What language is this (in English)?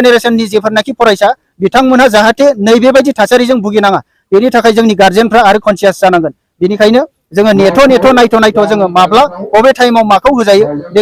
Bodo